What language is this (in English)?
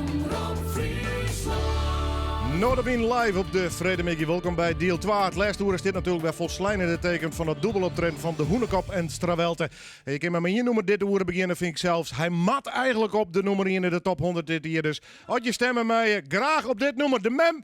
Western Frisian